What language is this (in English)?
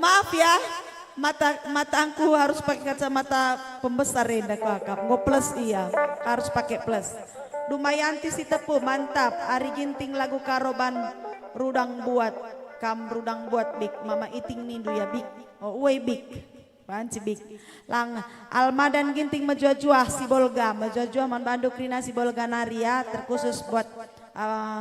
Batak Karo